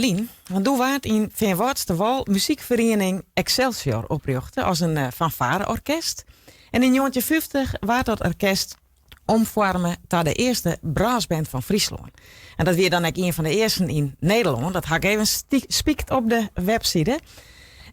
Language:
Western Frisian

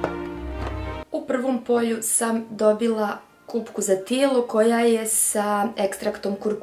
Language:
Croatian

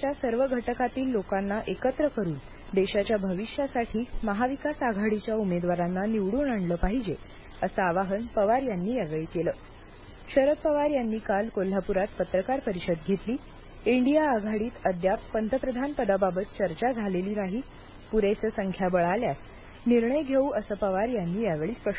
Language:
Marathi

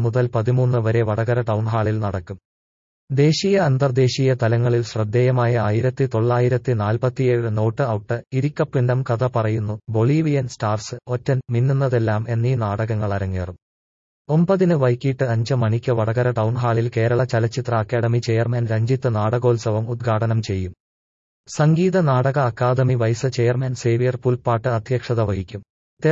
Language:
Malayalam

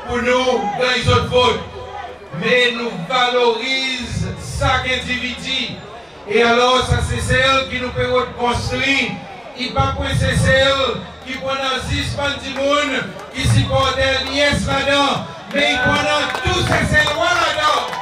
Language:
Seselwa Creole French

